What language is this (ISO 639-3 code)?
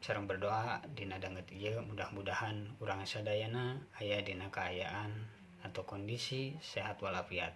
sun